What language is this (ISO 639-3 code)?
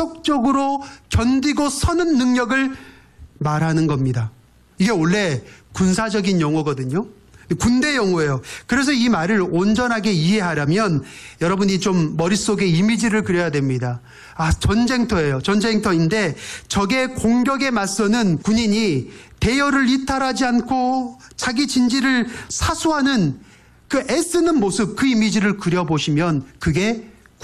kor